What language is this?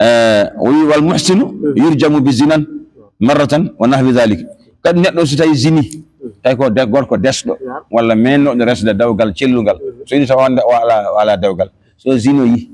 Fula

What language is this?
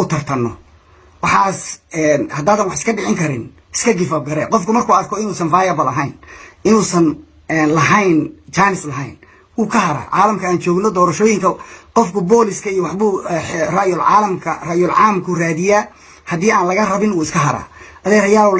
Somali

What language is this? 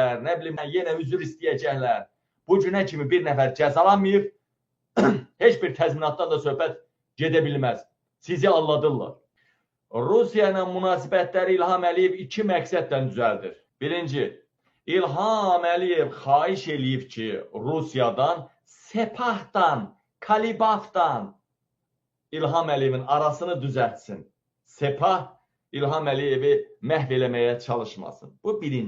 Azerbaijani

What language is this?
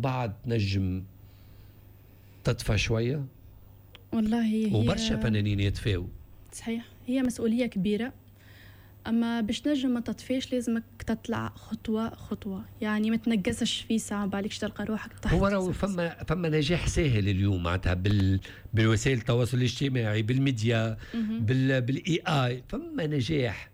Tunisian Arabic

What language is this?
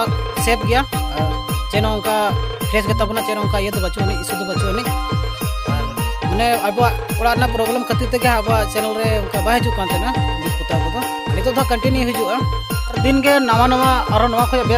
Santali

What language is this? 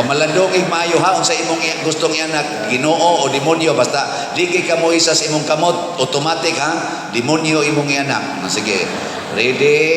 Cebuano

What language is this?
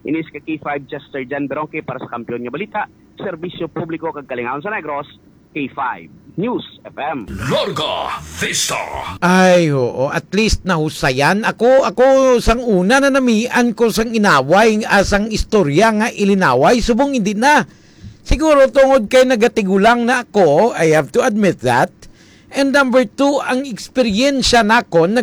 Hiligaynon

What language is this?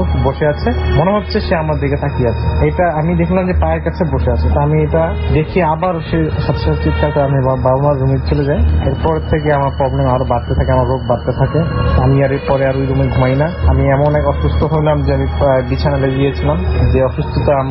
Bangla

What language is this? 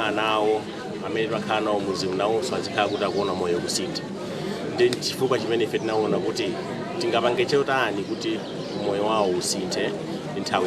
Nyanja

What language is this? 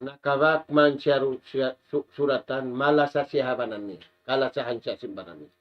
Tausug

